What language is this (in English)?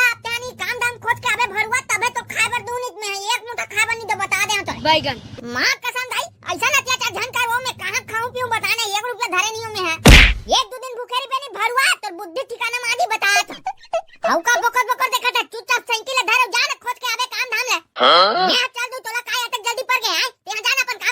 Chhattisgarhi